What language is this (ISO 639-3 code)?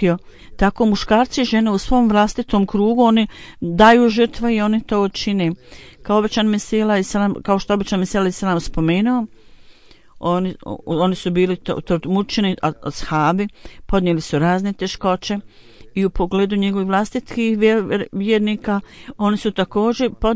bos